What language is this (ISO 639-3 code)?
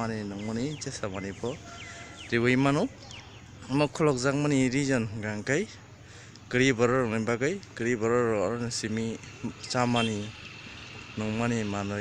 trp